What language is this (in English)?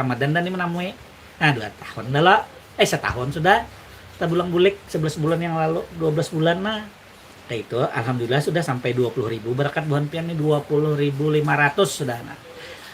Banjar